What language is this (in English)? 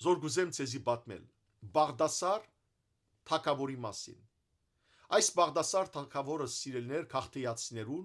Western Armenian